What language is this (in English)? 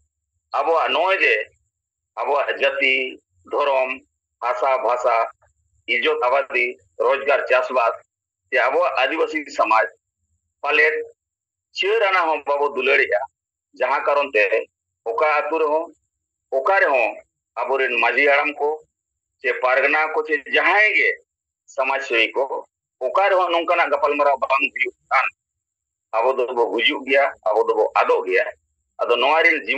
Santali